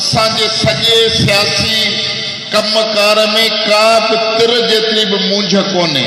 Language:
Sindhi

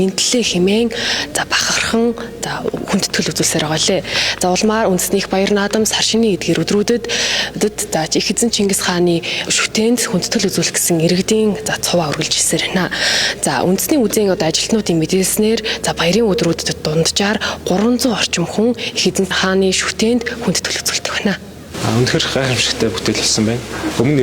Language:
Mongolian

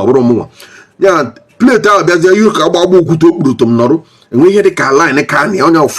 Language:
Igbo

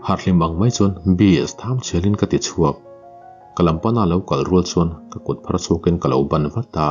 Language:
Mizo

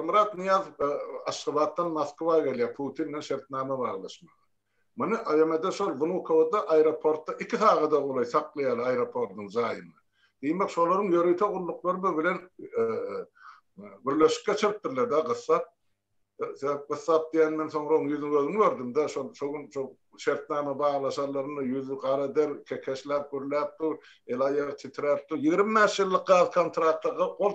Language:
Turkmen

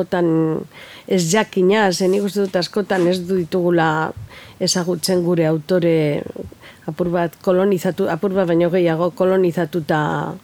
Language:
Basque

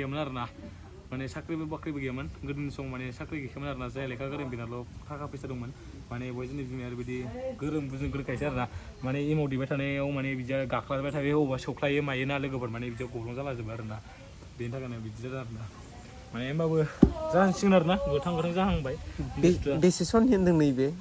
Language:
Bodo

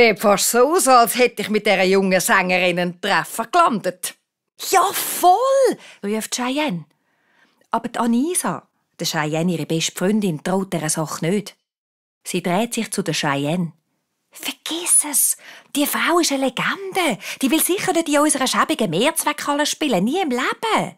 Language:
Swiss German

